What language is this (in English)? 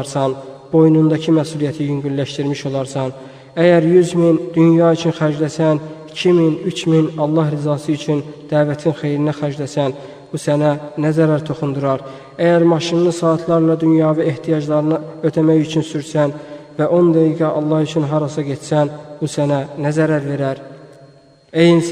Azerbaijani